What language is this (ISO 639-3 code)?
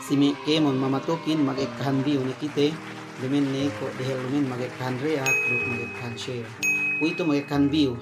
yka